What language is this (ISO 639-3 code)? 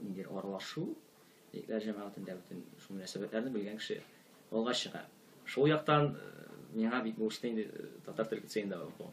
tat